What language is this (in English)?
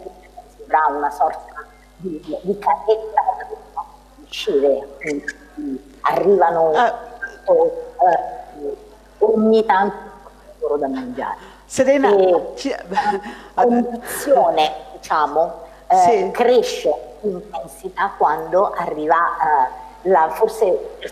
Italian